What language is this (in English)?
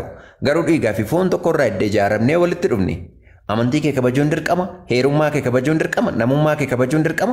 Oromo